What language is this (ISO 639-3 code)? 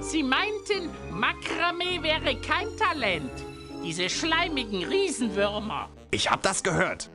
bar